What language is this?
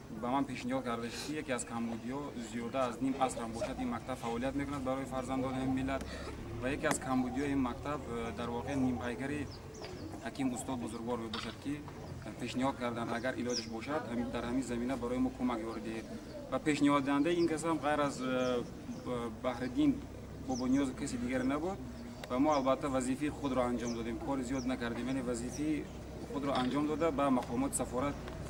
Tajik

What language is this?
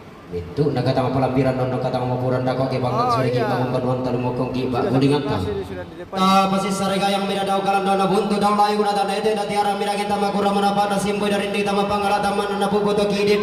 Toraja-Sa'dan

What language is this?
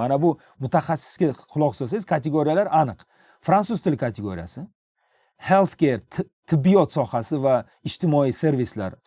Uzbek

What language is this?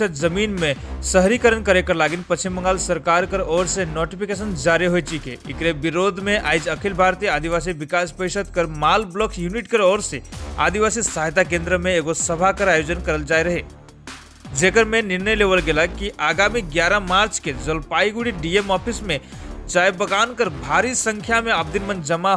Sadri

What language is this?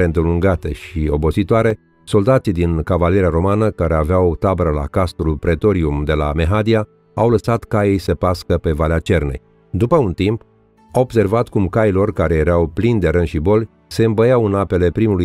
Romanian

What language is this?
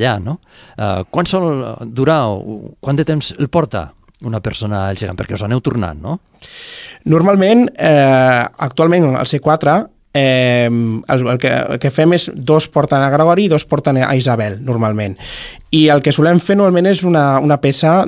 Catalan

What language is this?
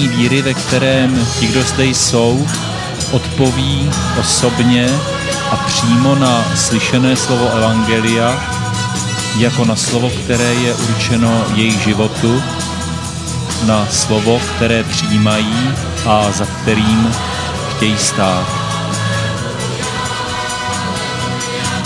Czech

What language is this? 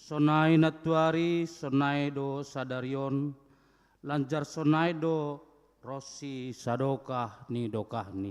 Batak Simalungun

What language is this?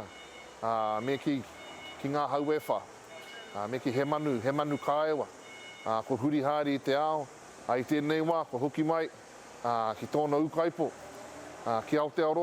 Māori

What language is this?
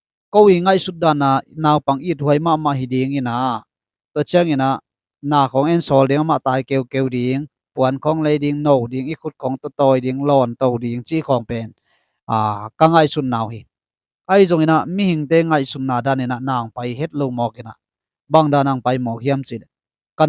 Tedim Chin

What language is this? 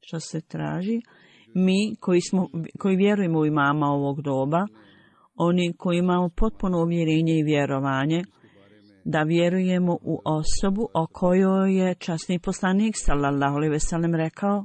Bosnian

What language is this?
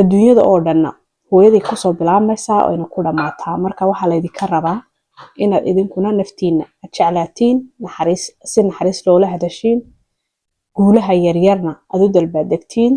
Somali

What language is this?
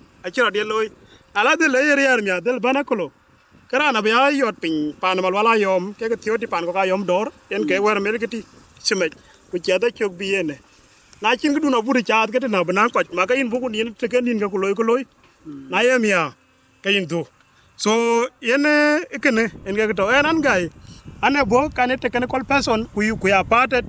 Dinka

